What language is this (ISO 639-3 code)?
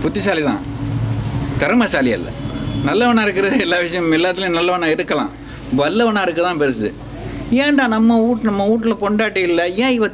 tam